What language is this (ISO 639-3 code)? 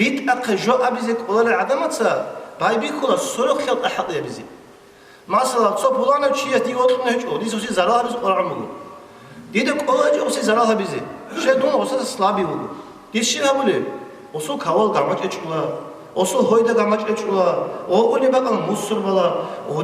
ava